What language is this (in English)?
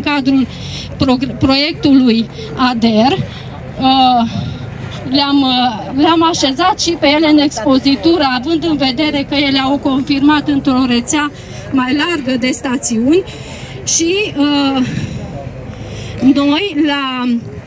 Romanian